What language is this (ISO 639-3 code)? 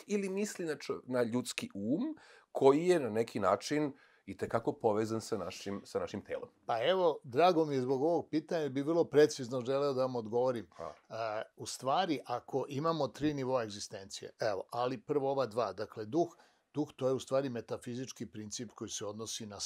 srp